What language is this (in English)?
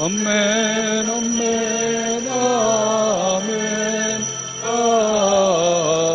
Pampanga